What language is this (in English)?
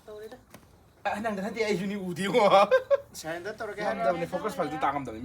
Manipuri